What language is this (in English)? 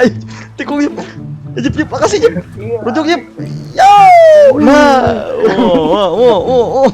Banjar